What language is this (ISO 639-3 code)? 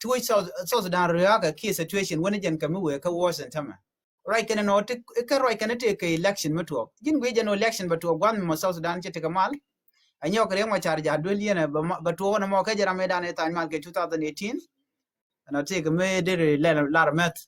nus